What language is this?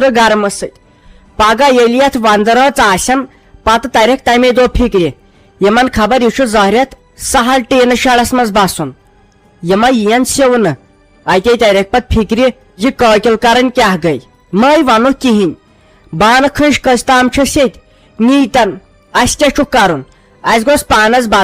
Kashmiri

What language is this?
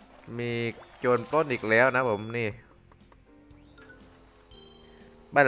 Thai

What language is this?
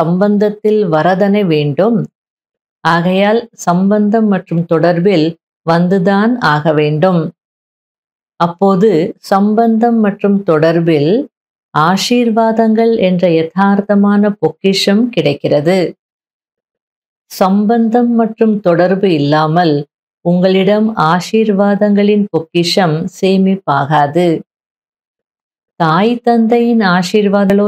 Tamil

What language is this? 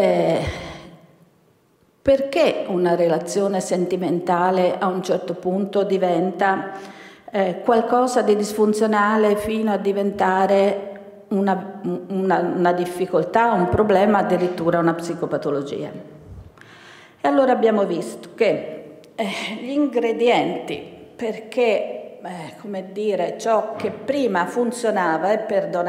Italian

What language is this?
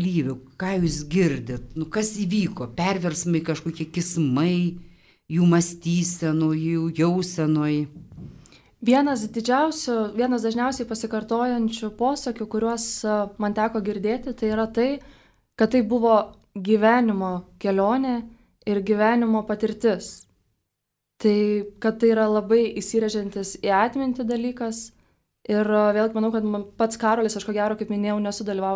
Lithuanian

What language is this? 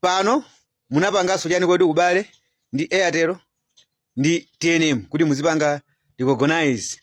Nyanja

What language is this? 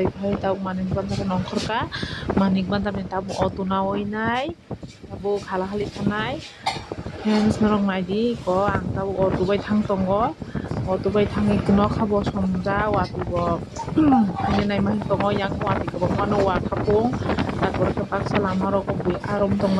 Kok Borok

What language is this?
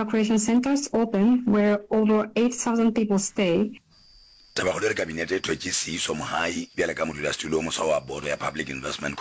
Northern Sotho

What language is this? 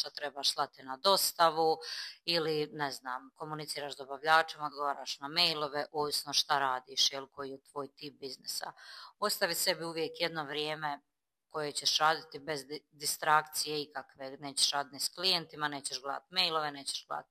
Croatian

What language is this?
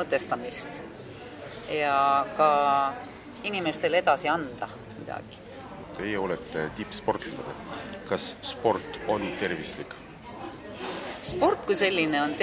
Estonian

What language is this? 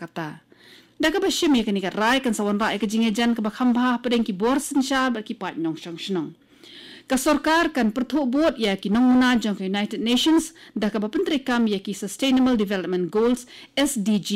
Khasi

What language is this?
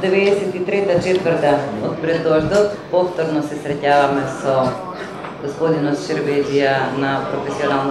Macedonian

